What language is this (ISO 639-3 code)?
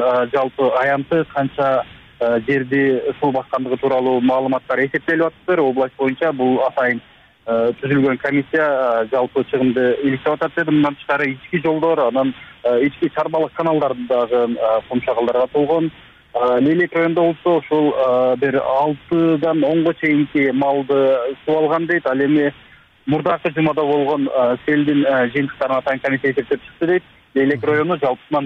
kir